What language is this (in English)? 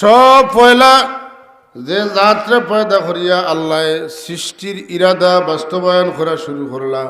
Sylheti